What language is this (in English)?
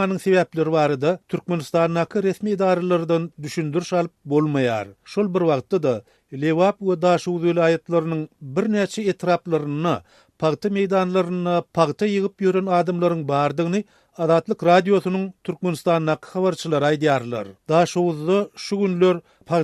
Turkmen